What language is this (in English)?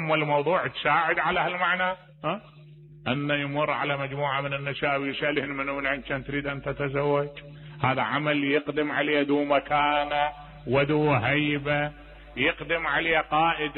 Mesopotamian Arabic